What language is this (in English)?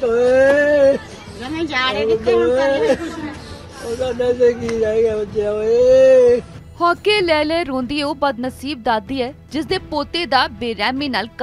Punjabi